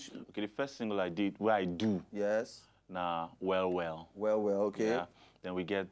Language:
Nigerian Pidgin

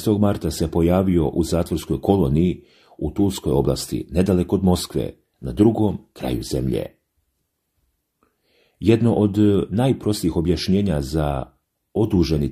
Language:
Serbian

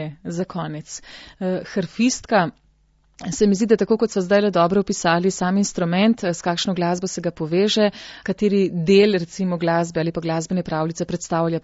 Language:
Slovenian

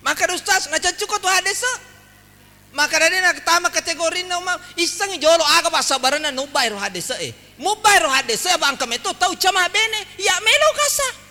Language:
Buginese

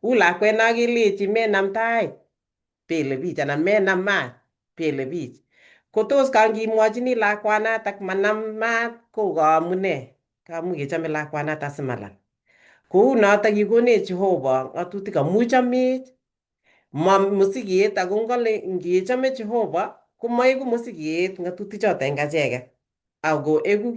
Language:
Kalenjin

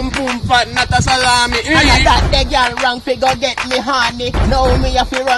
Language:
Jamaican Creole English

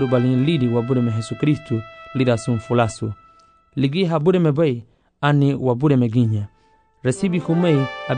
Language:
Garifuna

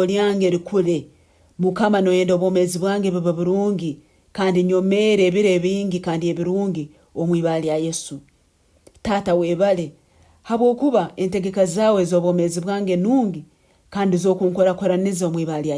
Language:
Nyankole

